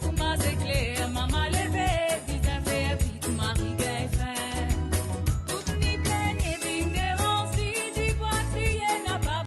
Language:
Morisyen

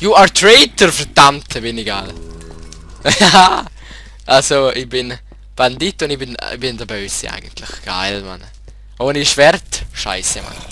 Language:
Swiss German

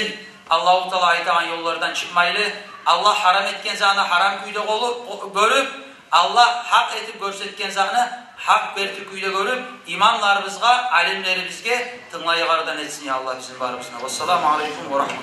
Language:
Kumyk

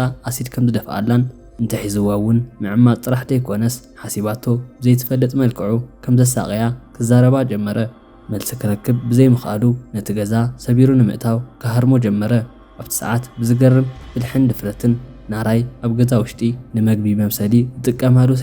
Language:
Tigrinya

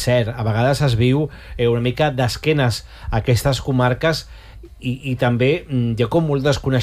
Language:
Catalan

